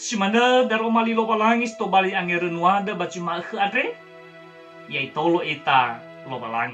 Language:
Nias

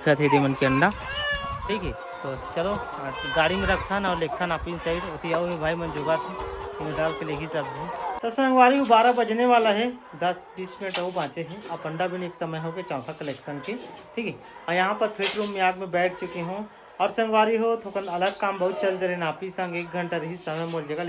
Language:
Chhattisgarhi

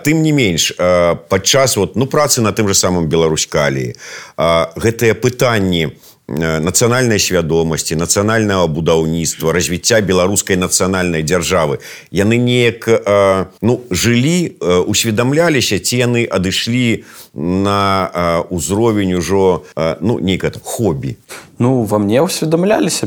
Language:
Belarusian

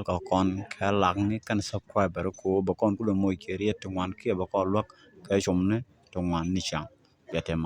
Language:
Nuer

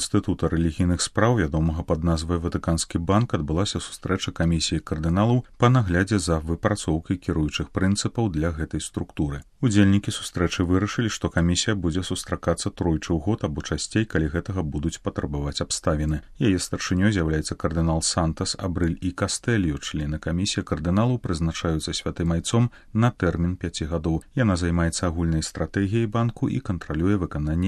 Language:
Belarusian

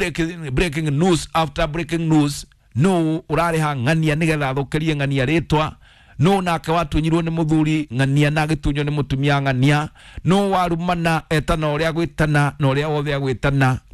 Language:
Kikuyu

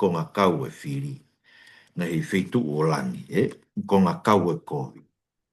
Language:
Tongan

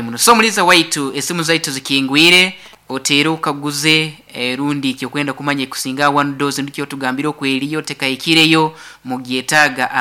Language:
Nyankole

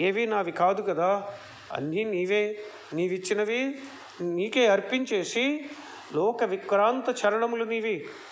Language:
Telugu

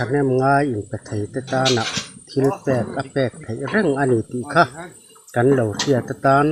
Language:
Mizo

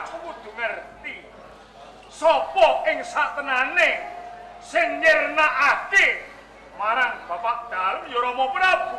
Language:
Javanese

